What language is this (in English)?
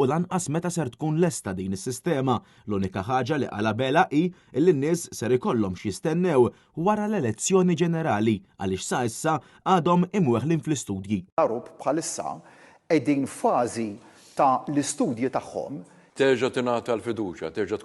Maltese